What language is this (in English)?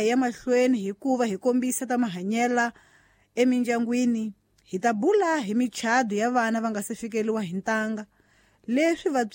Tsonga